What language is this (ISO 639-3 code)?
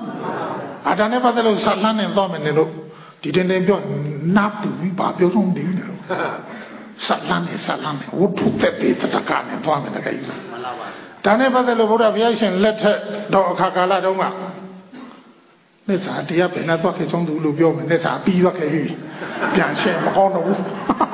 mya